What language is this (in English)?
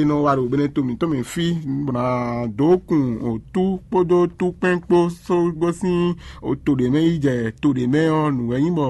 Fon